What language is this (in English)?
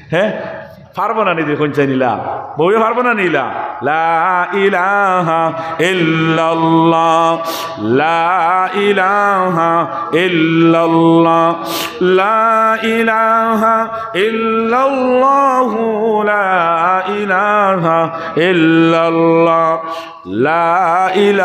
Sylheti